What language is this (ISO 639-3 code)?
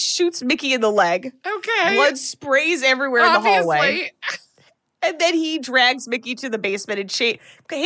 eng